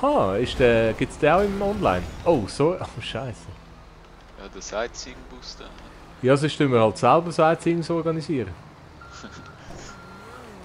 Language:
Swiss German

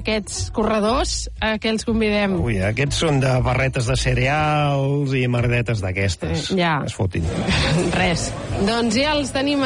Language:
Catalan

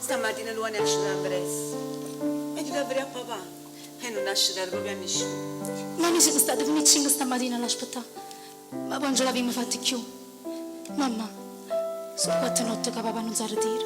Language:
Neapolitan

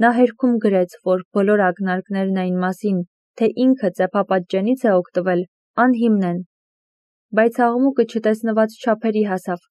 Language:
Armenian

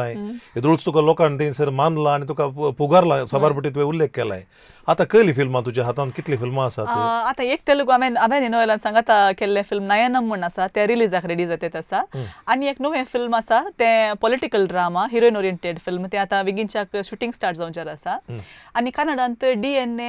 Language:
Konkani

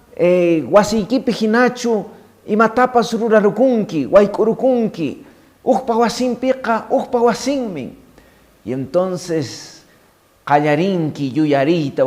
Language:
Quechua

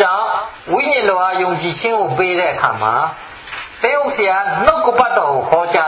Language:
Burmese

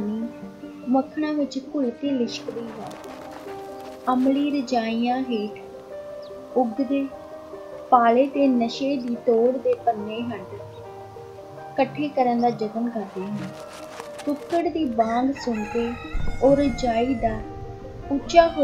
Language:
Punjabi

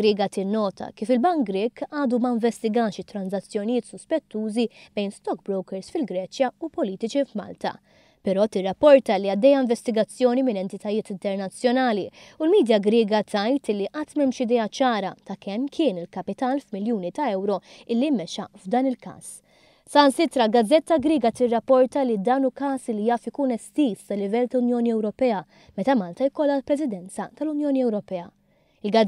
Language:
Maltese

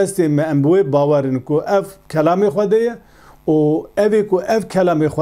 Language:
Kurdish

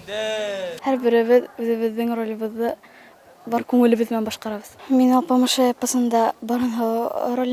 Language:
Bashkir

